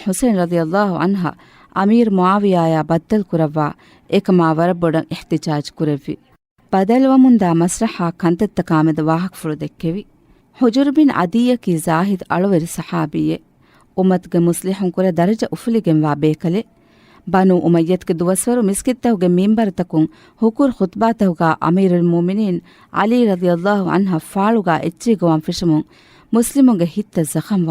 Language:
Divehi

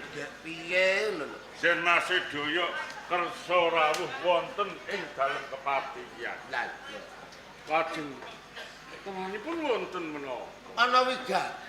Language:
Javanese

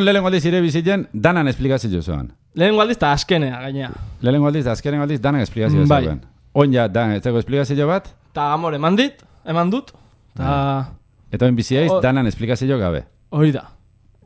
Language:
Basque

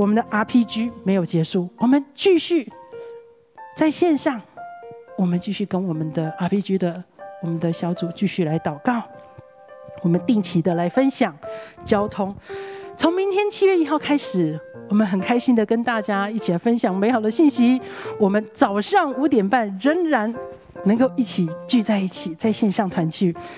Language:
Chinese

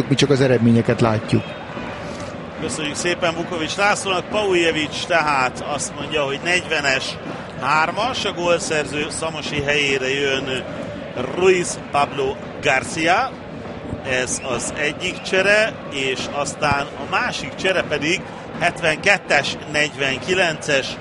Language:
Hungarian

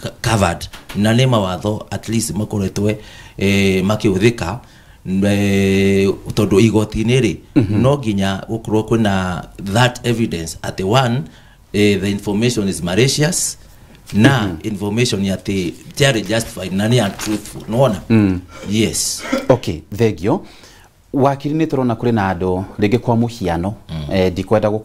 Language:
Kikuyu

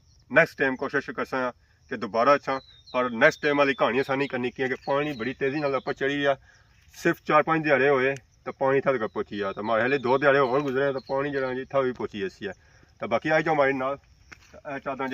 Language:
Pahari-Potwari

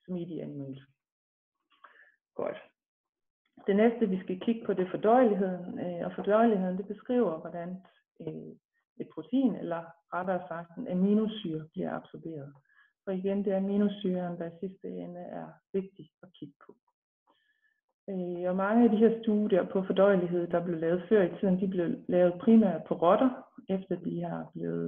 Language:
Danish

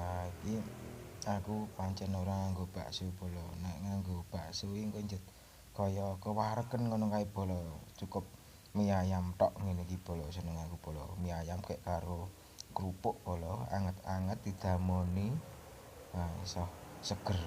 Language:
Javanese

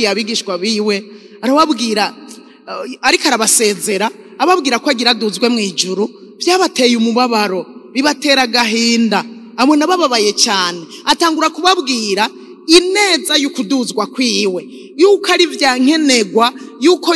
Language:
Rundi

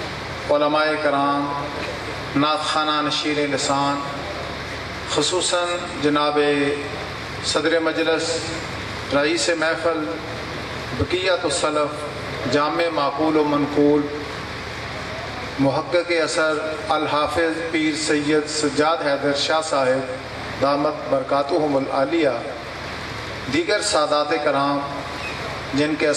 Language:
Urdu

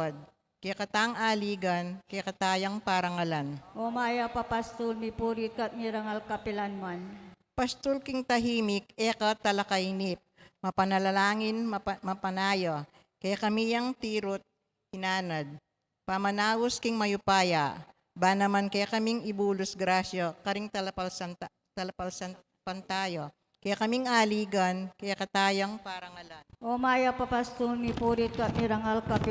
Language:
Pampanga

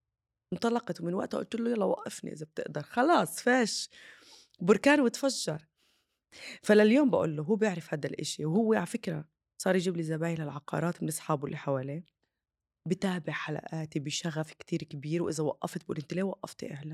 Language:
North Levantine Arabic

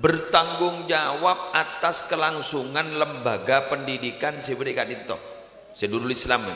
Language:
Madurese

